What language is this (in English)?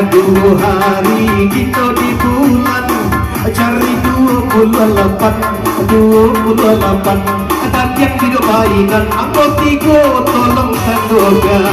Minangkabau